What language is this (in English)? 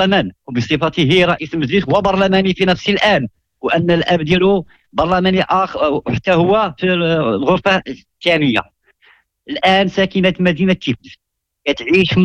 Moroccan Arabic